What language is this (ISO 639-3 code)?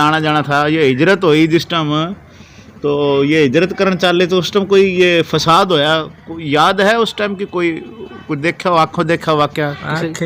bgc